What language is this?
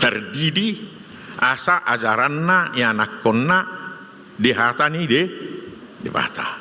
Batak Toba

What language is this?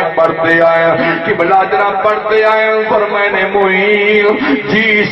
Saraiki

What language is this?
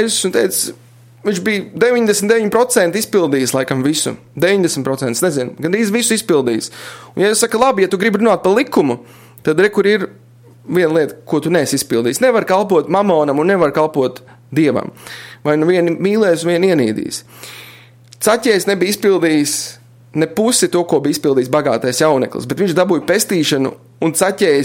Latvian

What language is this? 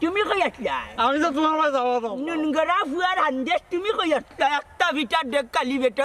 Sylheti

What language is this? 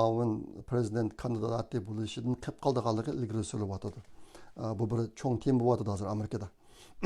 Uyghur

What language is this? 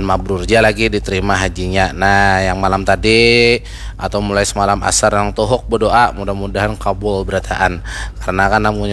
Banjar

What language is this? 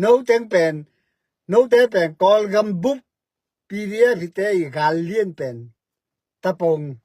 Tedim Chin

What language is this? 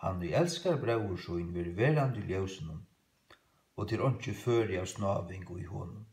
Faroese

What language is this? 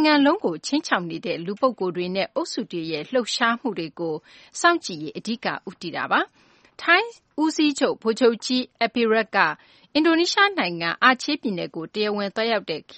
Burmese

